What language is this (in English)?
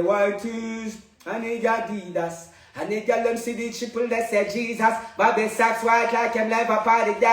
Jamaican Creole English